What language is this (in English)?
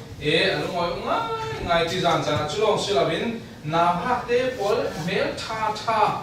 Falam Chin